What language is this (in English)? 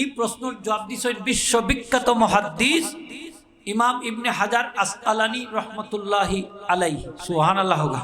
Sylheti